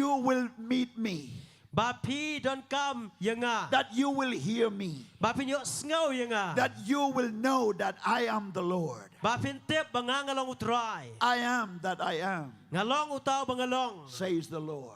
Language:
Khasi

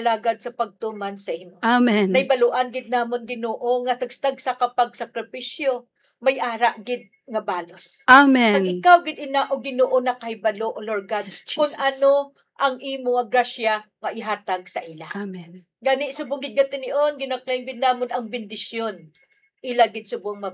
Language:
Hiligaynon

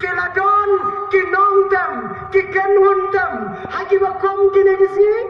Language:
Khasi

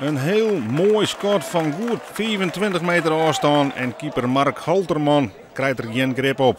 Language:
Western Frisian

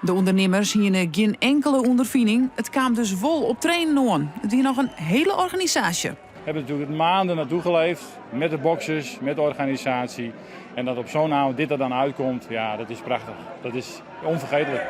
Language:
Western Frisian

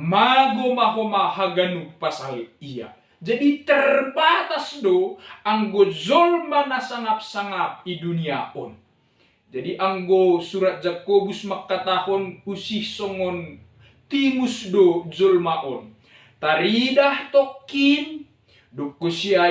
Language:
Batak Simalungun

